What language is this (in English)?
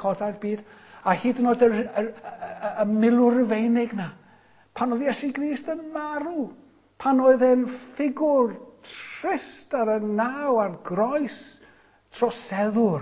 Welsh